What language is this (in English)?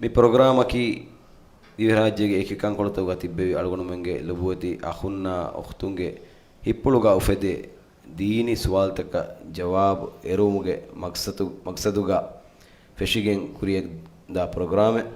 Divehi